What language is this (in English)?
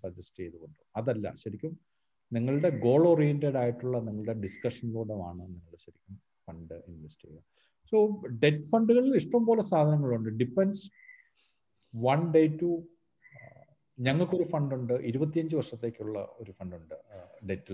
Malayalam